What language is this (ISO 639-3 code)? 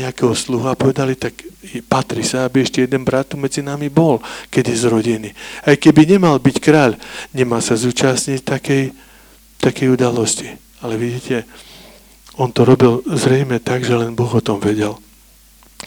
slk